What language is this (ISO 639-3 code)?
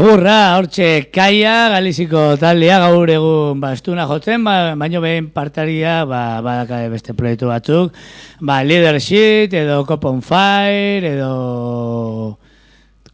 eus